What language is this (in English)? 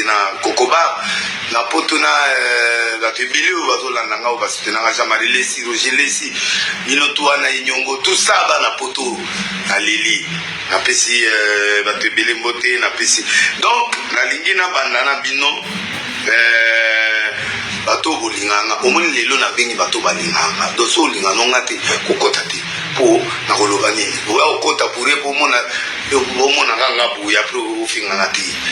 Lingala